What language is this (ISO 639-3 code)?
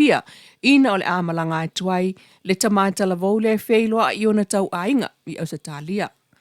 smo